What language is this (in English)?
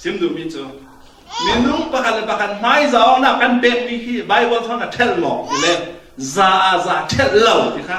Falam Chin